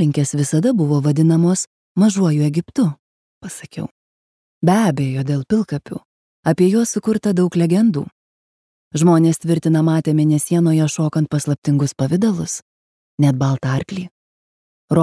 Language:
Lithuanian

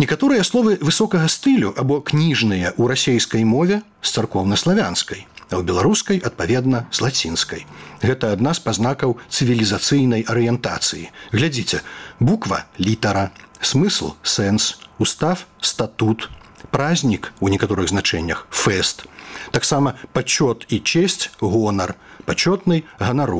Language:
Belarusian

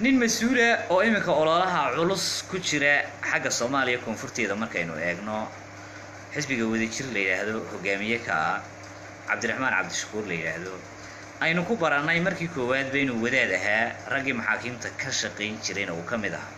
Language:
Somali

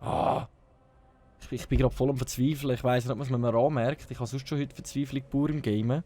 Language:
Swiss German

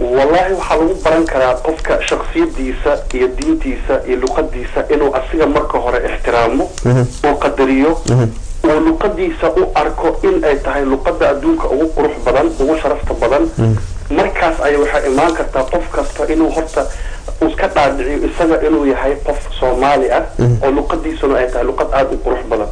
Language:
Somali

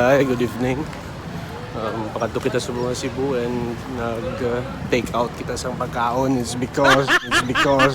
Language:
Hiligaynon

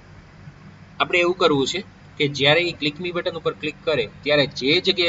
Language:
Gujarati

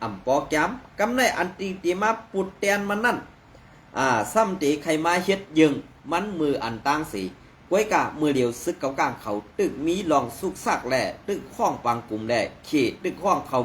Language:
Shan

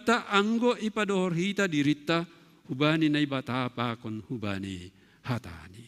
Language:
Batak Simalungun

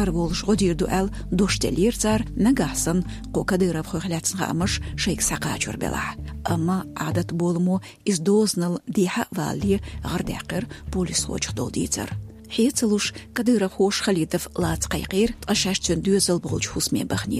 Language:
Chechen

